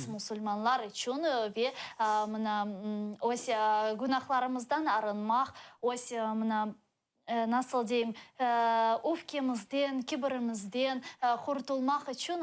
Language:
Crimean Tatar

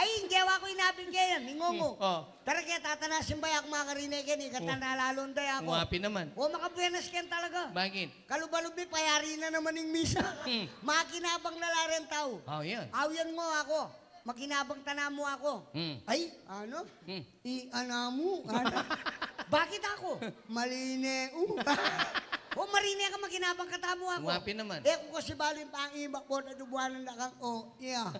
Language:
Pampanga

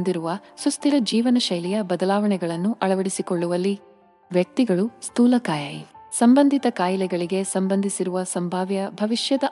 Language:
Kannada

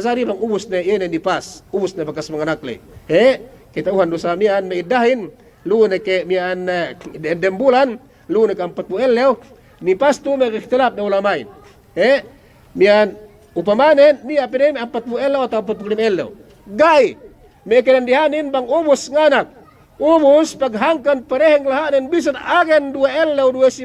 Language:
Yakan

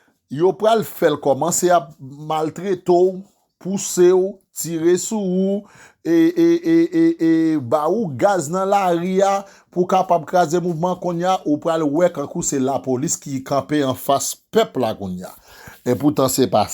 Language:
Haitian Creole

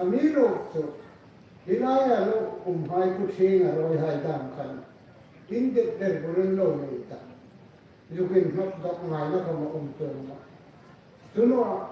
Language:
Hmar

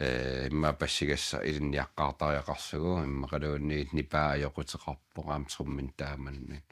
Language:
Kalaallisut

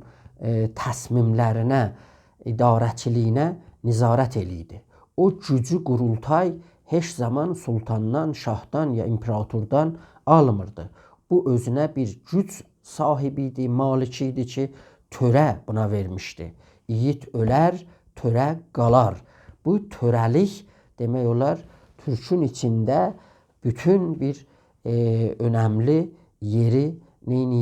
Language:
South Azerbaijani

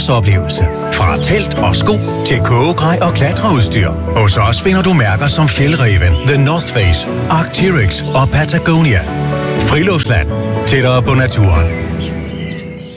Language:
Danish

